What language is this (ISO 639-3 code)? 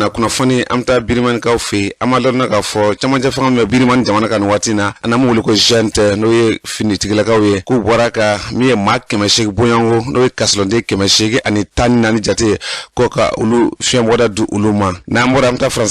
bam